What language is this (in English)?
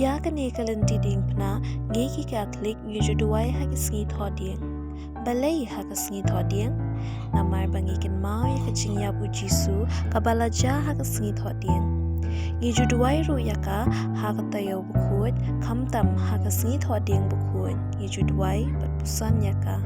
Khasi